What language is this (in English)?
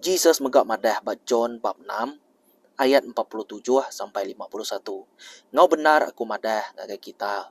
Iban